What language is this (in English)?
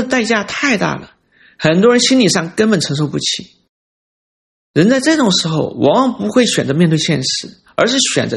Chinese